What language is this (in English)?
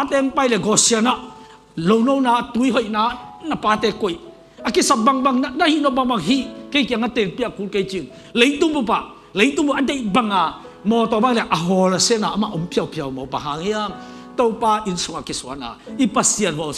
Tedim Chin